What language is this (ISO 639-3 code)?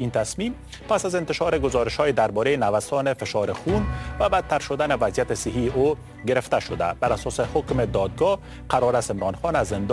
fas